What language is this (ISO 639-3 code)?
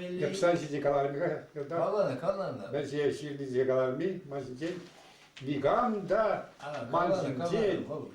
chv